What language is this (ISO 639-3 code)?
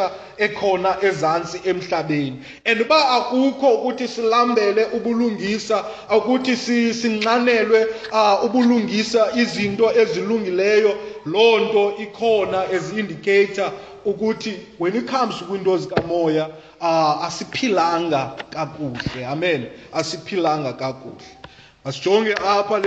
xho